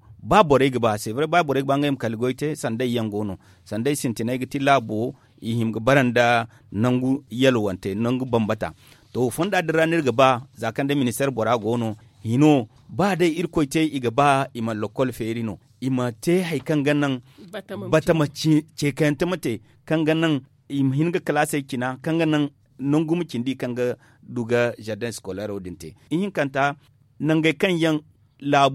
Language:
Zarma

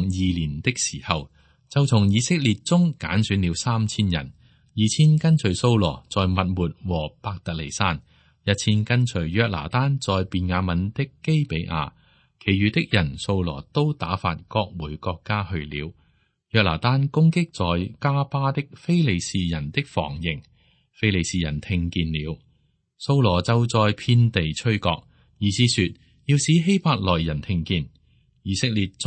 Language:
Cantonese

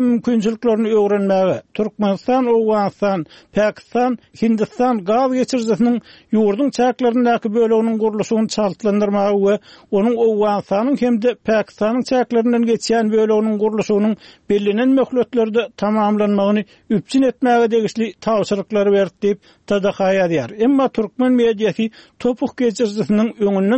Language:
Turkmen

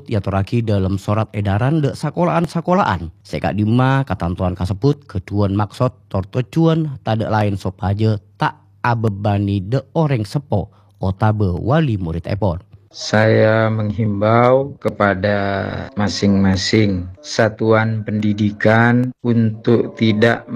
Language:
Madurese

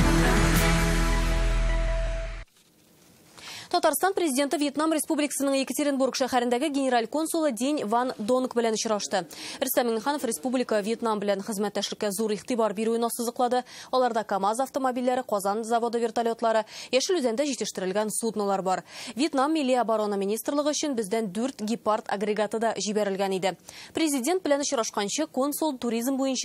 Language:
Tatar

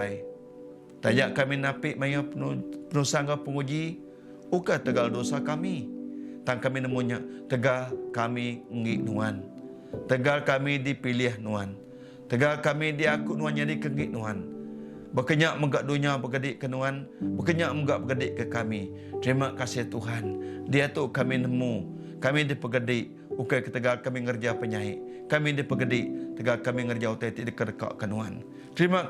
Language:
Iban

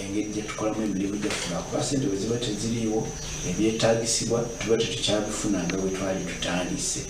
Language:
Nyankole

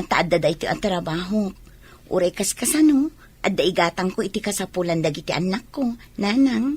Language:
Iloko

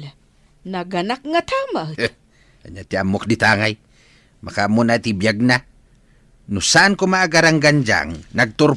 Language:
Iloko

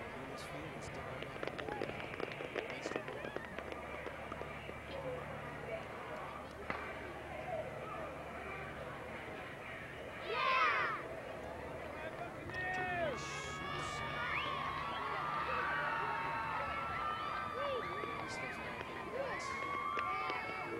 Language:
English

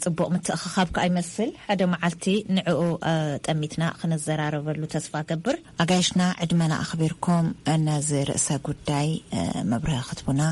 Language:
Tigrinya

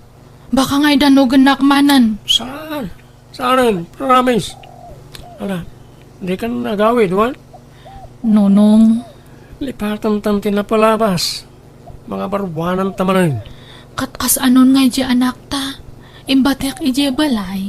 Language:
Iloko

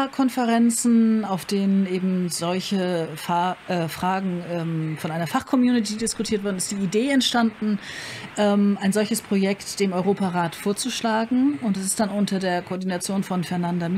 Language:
German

